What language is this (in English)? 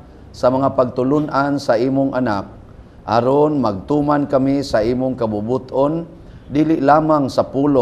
Cebuano